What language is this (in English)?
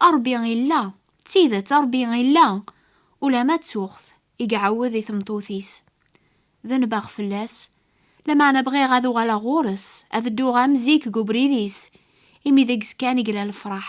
Kabyle